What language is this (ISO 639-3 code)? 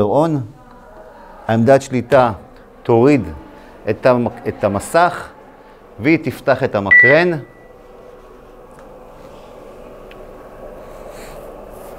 heb